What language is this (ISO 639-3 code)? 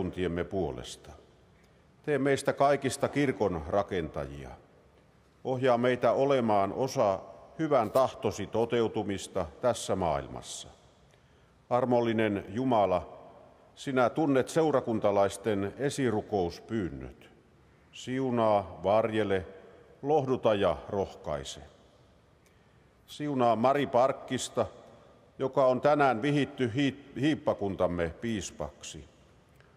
fin